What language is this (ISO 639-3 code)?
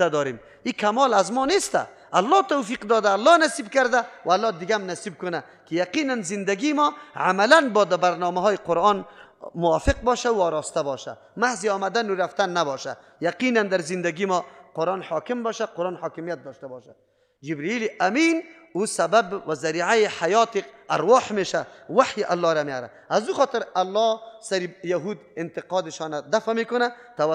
fas